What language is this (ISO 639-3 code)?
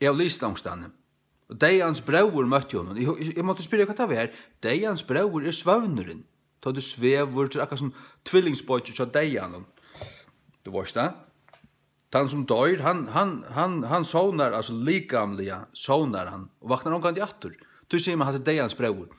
fao